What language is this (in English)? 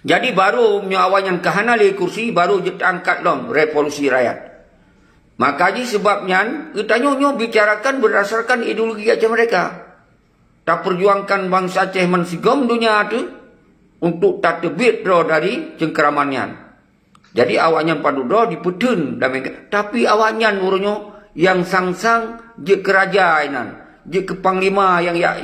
Achinese